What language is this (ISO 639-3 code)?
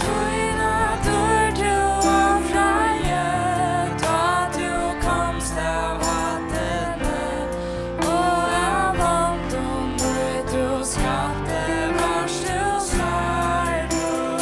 fao